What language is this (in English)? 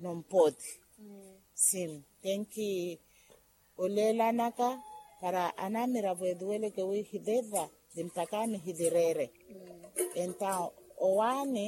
Makhuwa